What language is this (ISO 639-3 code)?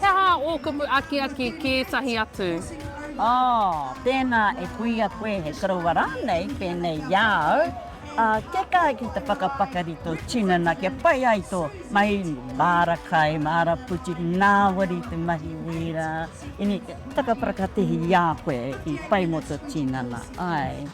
mri